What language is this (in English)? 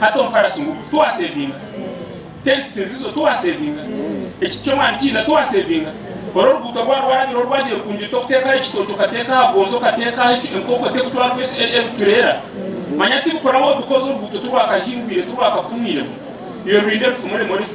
Nyankole